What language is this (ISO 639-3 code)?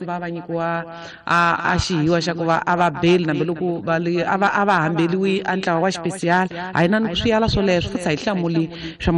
tso